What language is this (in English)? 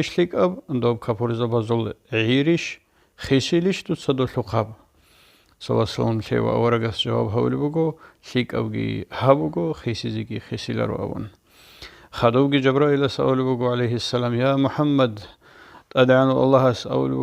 Avaric